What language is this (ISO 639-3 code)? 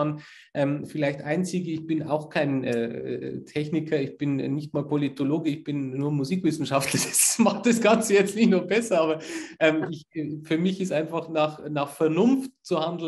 deu